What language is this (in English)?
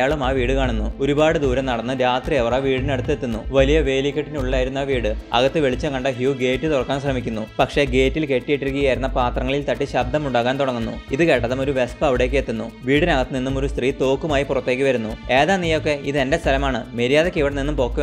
Malayalam